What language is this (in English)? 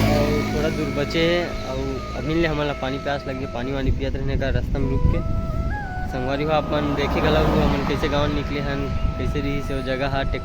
Chhattisgarhi